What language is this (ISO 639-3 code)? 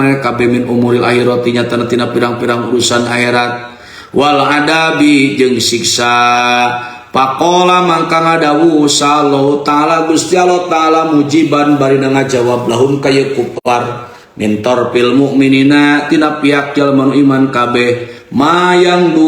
sun